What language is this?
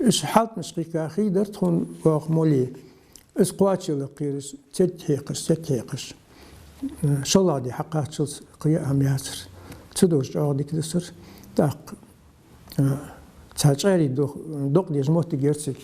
Ingush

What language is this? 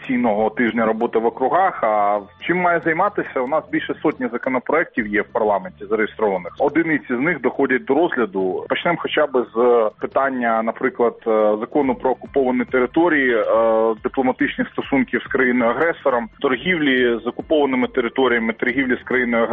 Ukrainian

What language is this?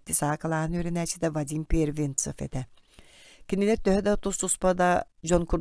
Yakut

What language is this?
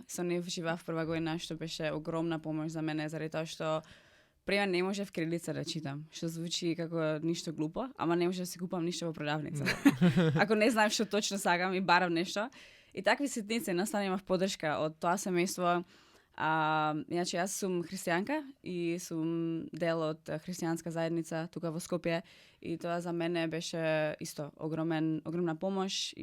Macedonian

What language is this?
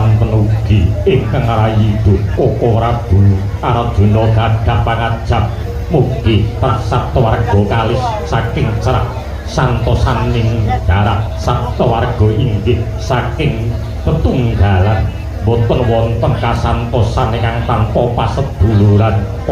Javanese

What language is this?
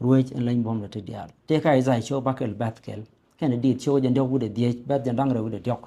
Nuer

